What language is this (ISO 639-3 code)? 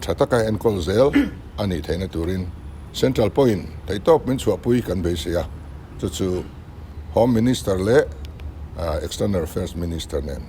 lus